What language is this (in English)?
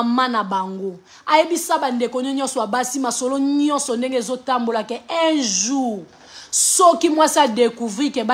Lingala